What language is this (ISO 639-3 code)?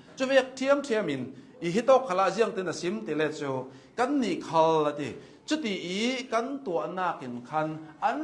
cnh